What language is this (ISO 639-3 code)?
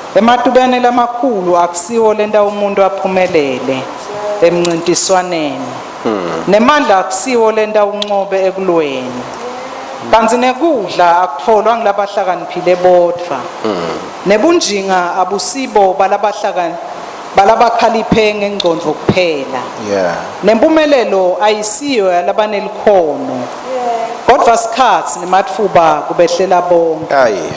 ssw